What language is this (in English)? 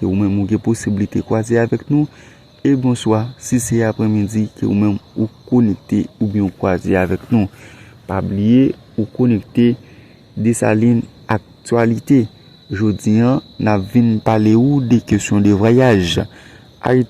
Haitian Creole